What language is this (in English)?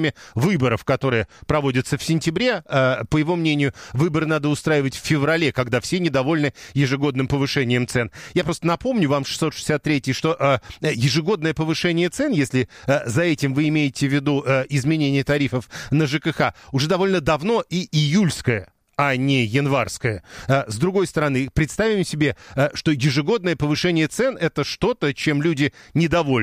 Russian